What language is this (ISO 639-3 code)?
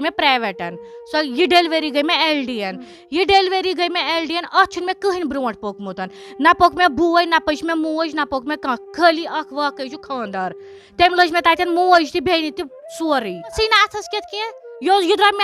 kas